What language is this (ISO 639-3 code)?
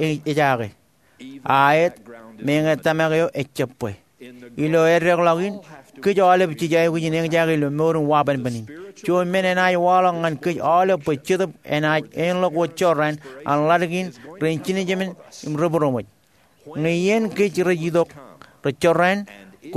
mah